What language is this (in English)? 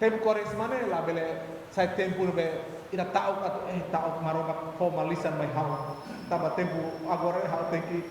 Tetum